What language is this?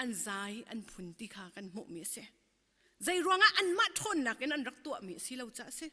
Hakha Chin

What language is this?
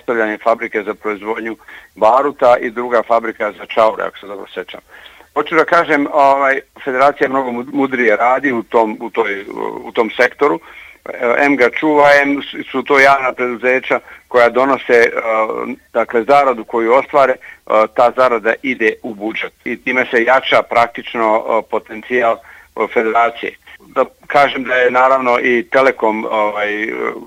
Bosnian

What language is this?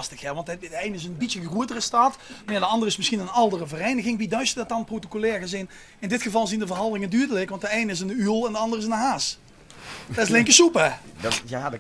Limburgish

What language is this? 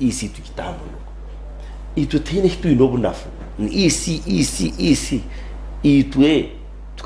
Nyankole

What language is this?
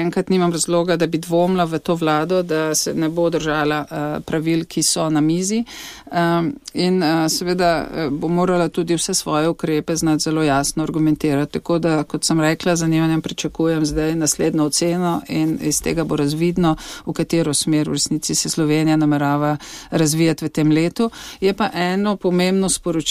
Slovenian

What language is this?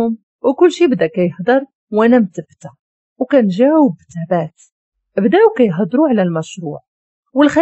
Moroccan Arabic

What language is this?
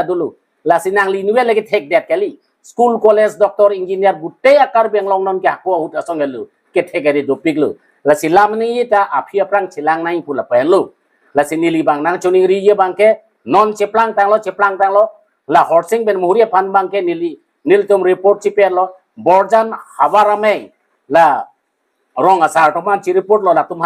Karbi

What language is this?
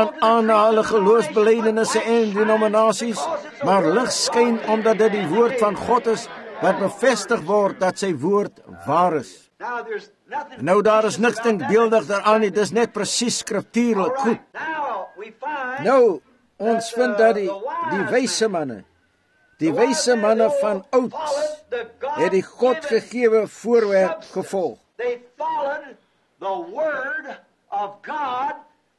Afrikaans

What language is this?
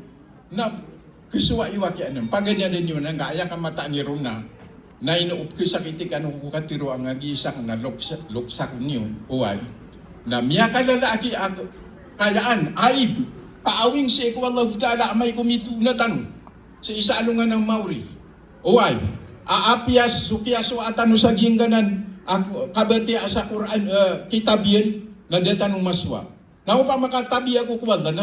Maranao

